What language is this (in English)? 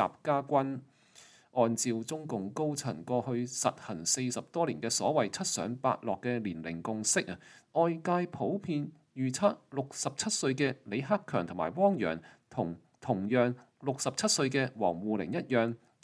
Cantonese